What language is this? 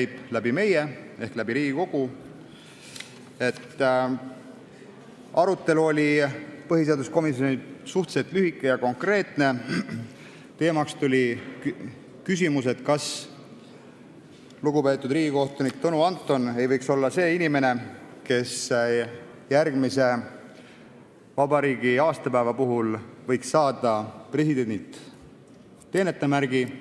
Estonian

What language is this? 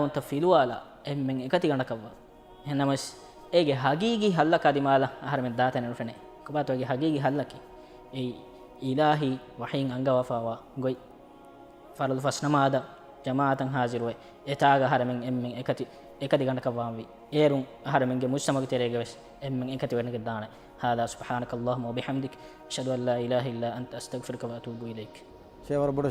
Divehi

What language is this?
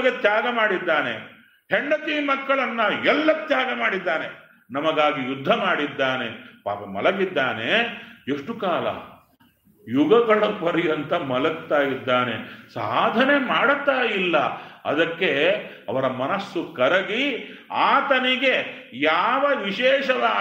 Kannada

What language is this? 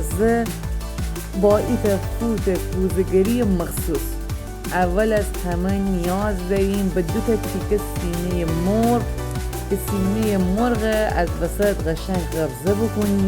Gilaki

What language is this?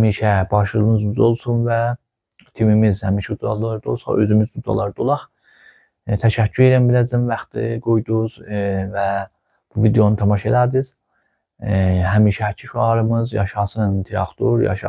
Azerbaijani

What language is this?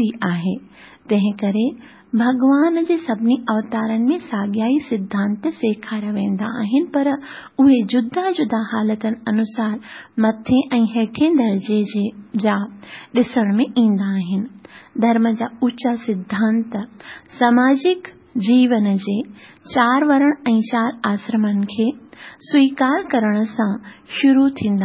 Sindhi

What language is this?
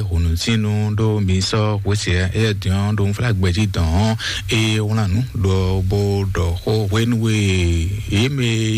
Fon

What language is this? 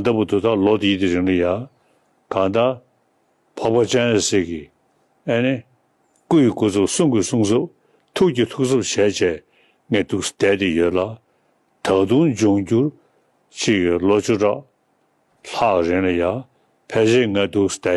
Tibetan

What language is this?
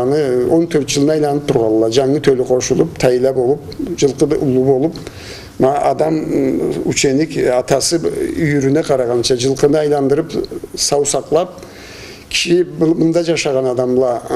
Karachay-Balkar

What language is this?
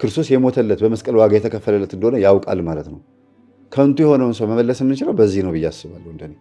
Amharic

